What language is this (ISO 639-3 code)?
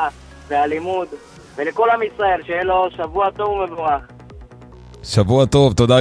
heb